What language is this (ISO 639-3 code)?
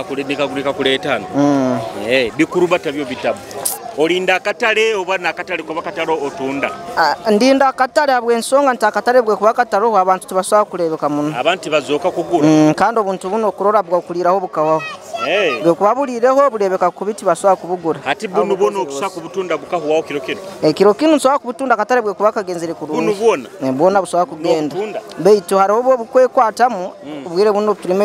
nyo